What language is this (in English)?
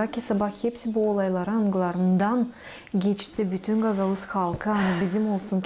Gagauz